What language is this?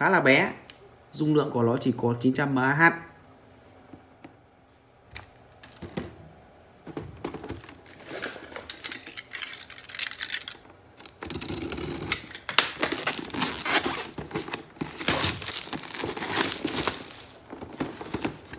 Vietnamese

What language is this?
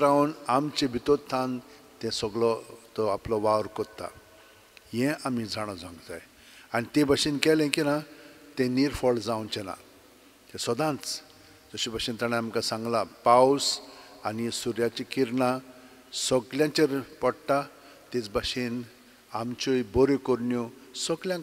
Konkani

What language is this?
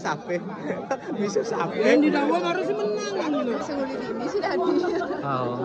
Balinese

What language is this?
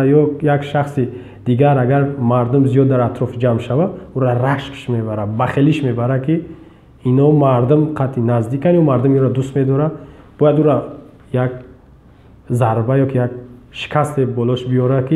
Tajik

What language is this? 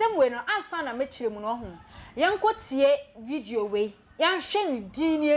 Akan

